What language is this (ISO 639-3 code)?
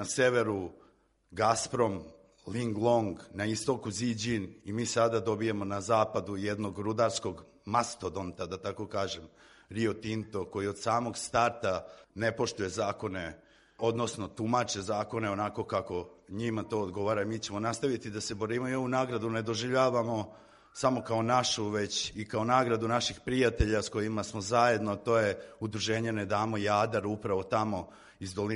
srp